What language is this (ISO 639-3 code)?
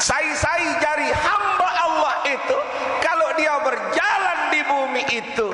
sas